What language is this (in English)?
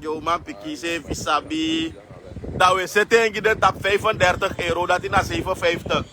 Sranan Tongo